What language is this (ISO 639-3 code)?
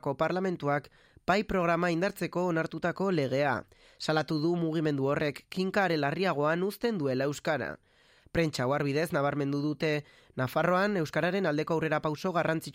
eus